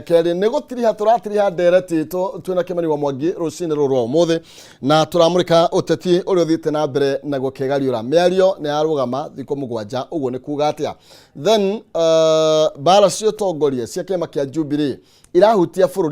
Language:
Kikuyu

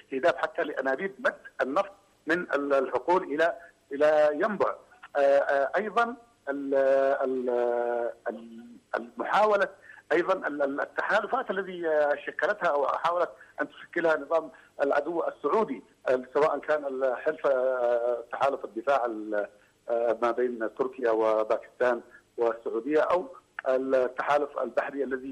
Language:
Arabic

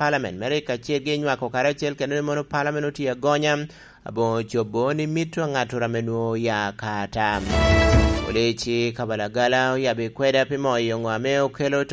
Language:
Lango (Uganda)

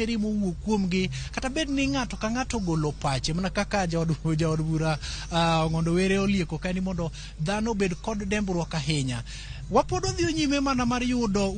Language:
Luo (Kenya and Tanzania)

